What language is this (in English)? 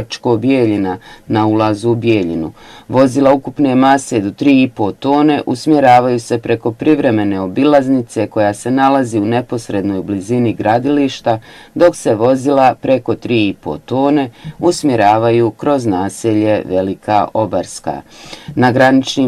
Bosnian